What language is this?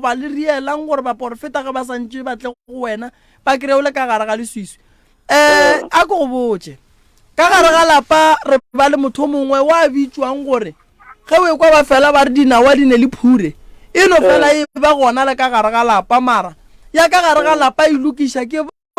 Northern Sotho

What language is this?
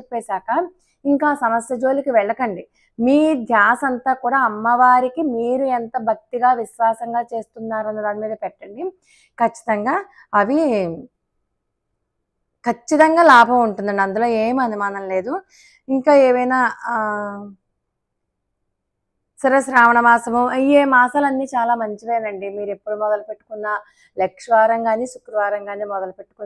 Telugu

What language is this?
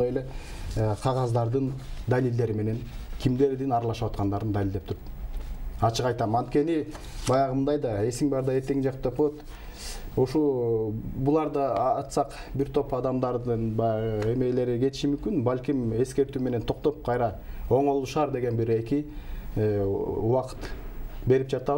Kyrgyz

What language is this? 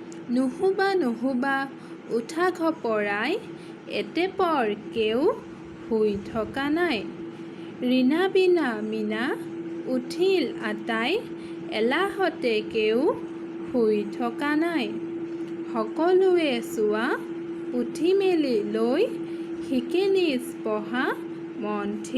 Assamese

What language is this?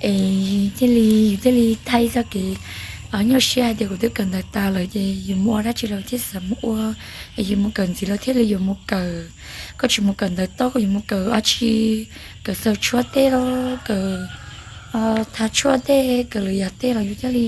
Hmong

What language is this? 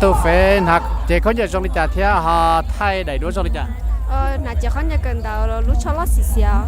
Hmong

